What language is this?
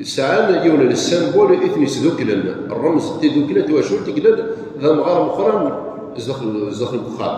Kabyle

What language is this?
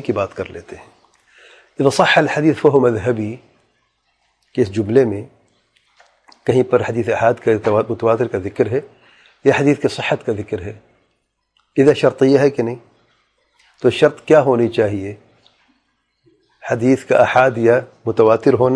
Urdu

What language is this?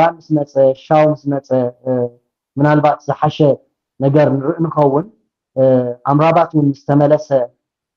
Tigrinya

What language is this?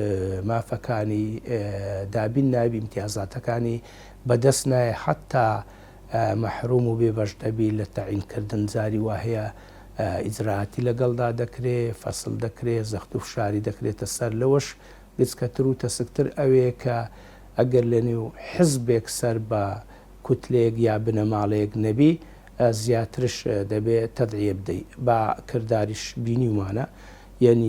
Central Kurdish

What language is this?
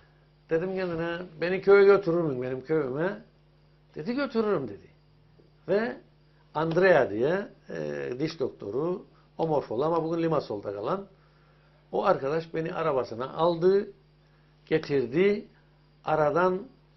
Turkish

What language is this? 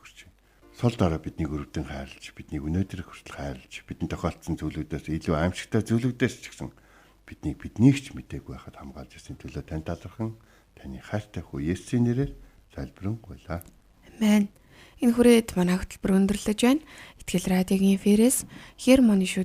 Mongolian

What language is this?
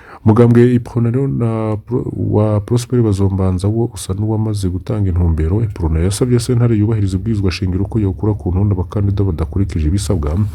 Rundi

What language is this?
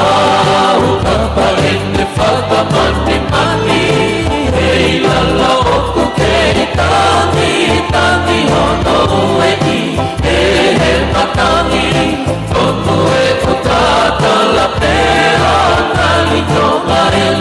Tongan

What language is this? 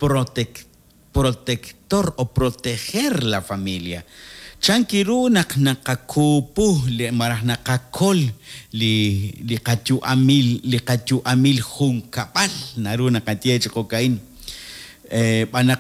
Kekchí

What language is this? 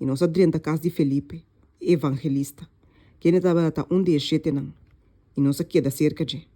Papiamento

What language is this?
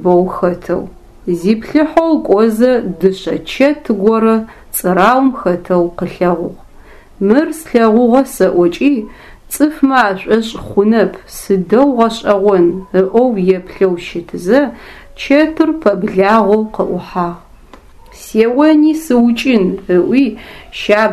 Adyghe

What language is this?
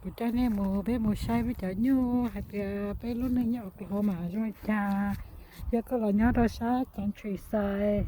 Hmong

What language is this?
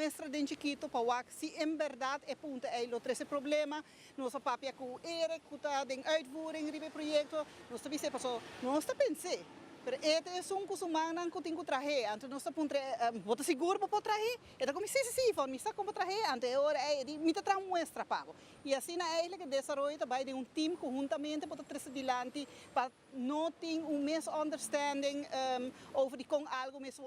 Papiamento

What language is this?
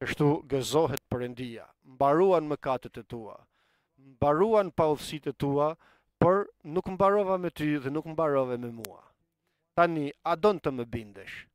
Albanian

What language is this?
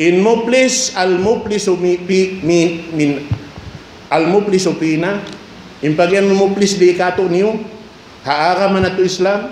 Tausug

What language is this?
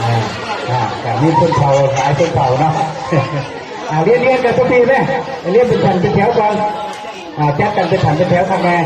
Lao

